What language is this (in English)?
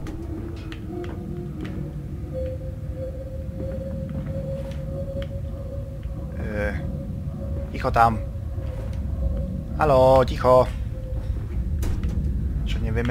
Slovak